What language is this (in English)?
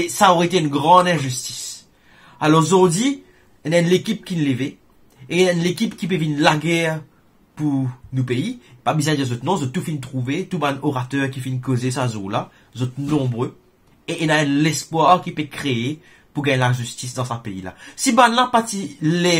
Morisyen